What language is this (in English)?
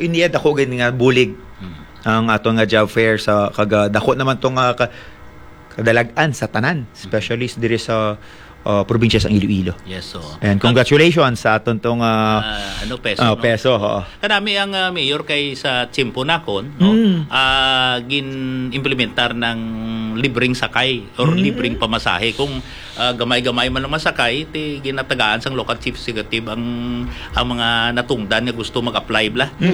Hiligaynon